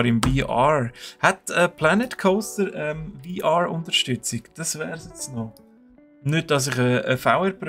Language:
Swiss German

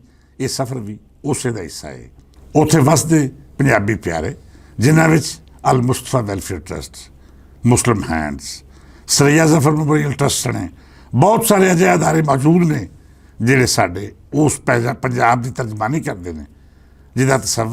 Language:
Western Panjabi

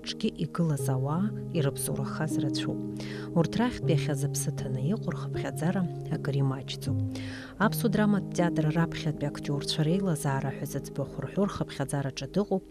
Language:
Abkhazian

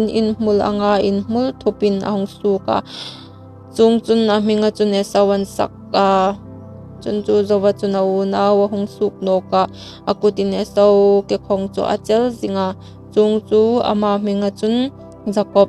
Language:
Hmar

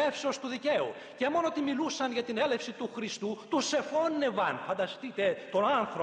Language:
Greek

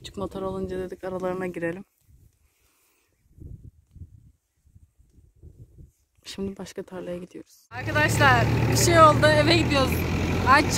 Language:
Turkish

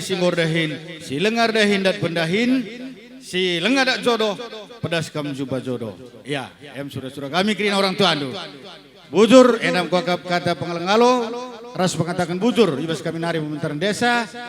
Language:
Batak Karo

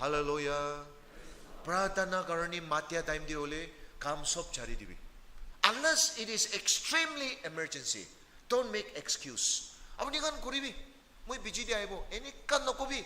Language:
Naga Pidgin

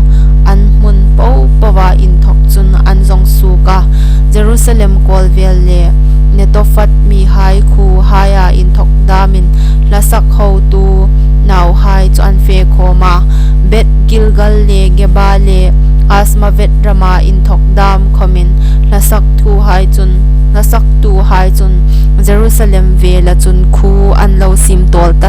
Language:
Hmar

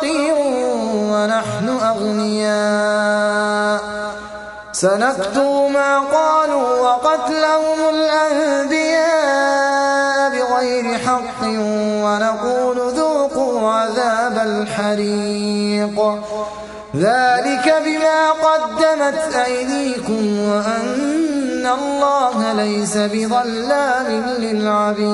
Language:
Arabic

